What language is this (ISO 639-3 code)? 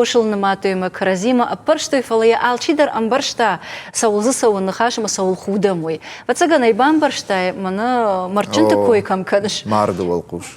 oss